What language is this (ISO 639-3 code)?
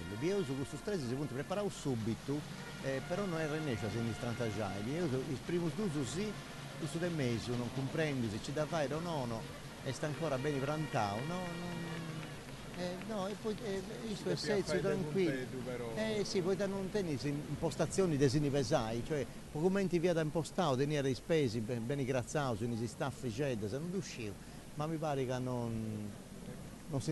srd